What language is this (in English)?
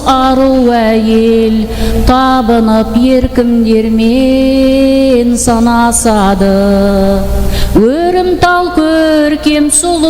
Kara-Kalpak